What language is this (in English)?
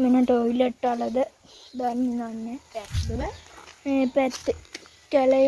Sinhala